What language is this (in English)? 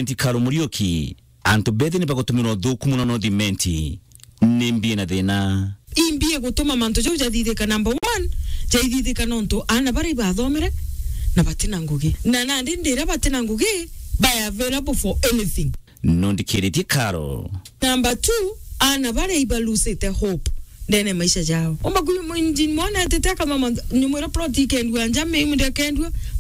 Meru